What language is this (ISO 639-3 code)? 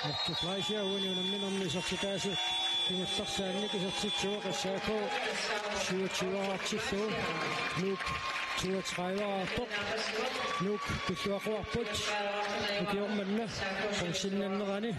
kal